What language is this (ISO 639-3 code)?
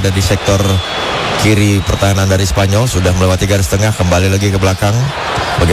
ind